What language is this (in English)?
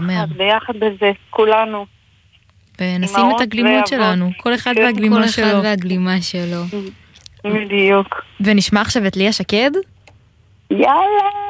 Hebrew